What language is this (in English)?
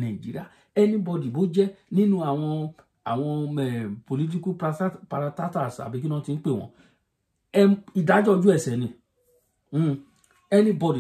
Yoruba